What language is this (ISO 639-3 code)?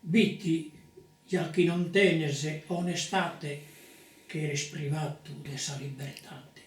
srd